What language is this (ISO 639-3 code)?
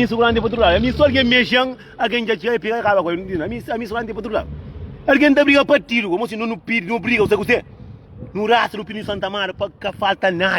kea